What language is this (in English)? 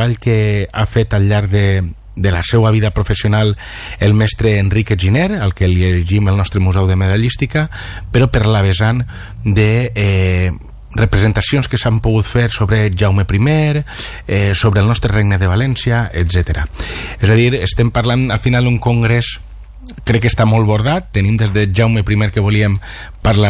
Catalan